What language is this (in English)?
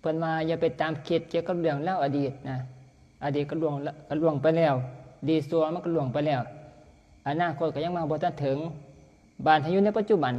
Northeastern Thai